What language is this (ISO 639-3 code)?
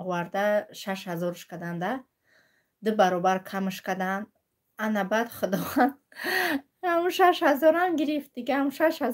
tgk